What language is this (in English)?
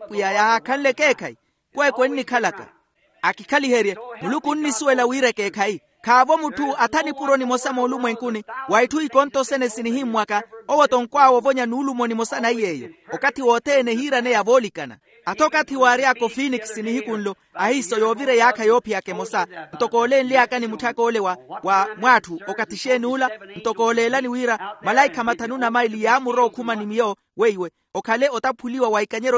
Makhuwa